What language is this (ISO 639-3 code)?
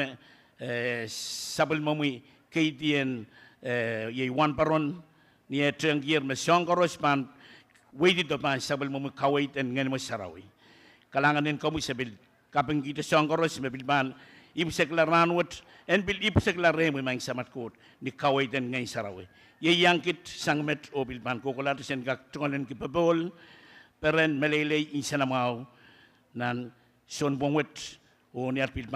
pon